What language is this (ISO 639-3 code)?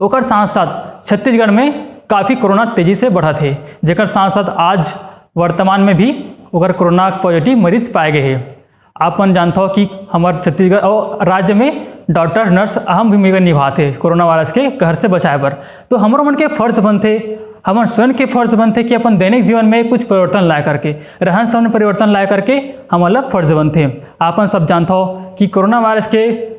hne